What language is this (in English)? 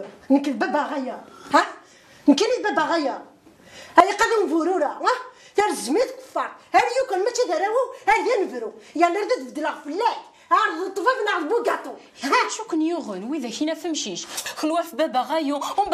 Kabyle